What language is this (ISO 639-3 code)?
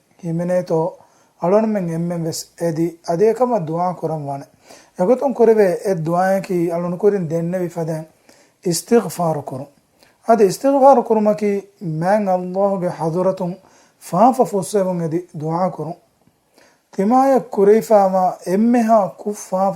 div